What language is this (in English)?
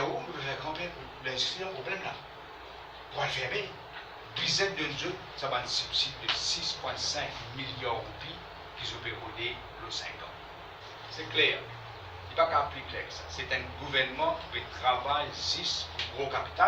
Morisyen